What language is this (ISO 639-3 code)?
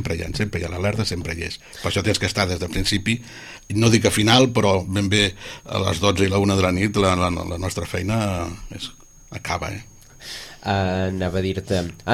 cat